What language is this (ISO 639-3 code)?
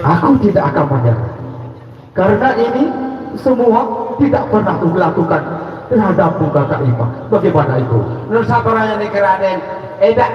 sas